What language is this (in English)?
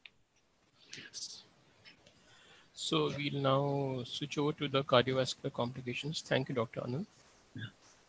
English